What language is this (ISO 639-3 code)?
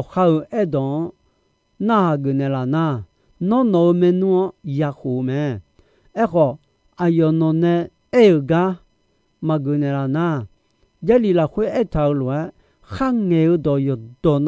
ahk